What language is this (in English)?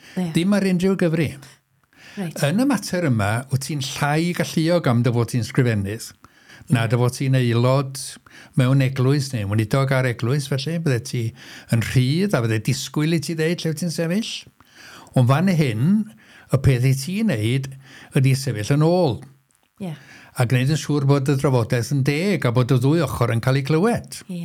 Welsh